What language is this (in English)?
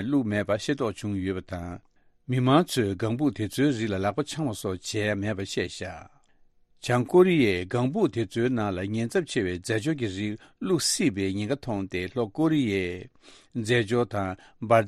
Tibetan